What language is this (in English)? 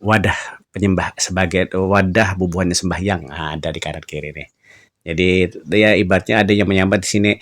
Banjar